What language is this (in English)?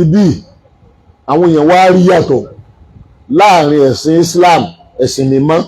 Yoruba